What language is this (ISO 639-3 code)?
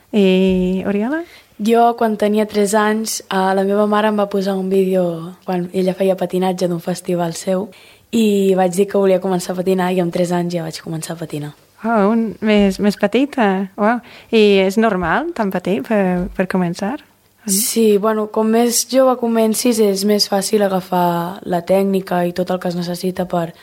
cat